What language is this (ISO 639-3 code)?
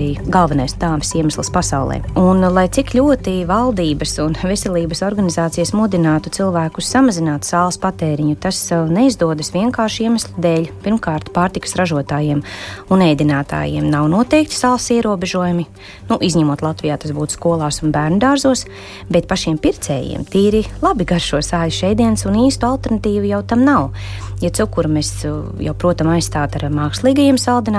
lav